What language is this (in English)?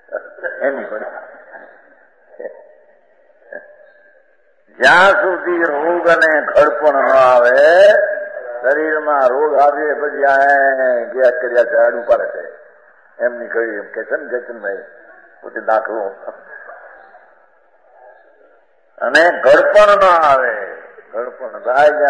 Gujarati